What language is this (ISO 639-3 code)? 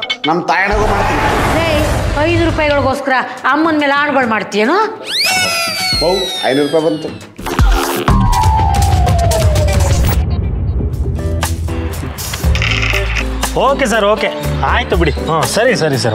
kan